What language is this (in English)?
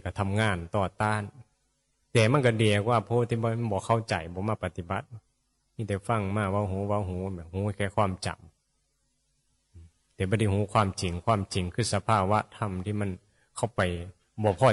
Northeastern Thai